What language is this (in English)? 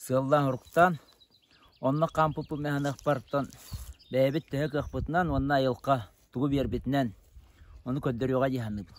Yakut